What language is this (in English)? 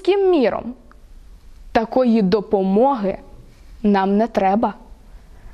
Ukrainian